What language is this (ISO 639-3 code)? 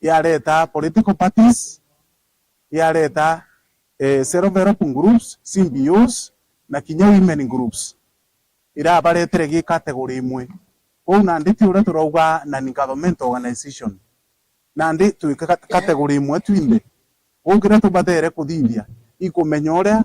mer